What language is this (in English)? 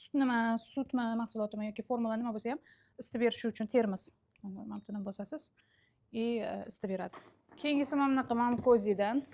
Uzbek